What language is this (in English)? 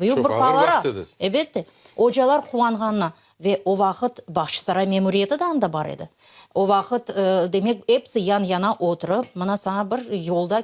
Crimean Tatar